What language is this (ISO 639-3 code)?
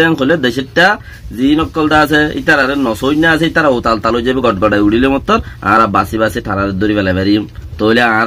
rhg